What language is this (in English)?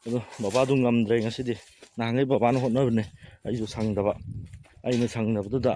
Manipuri